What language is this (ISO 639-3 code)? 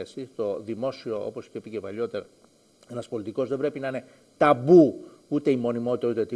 ell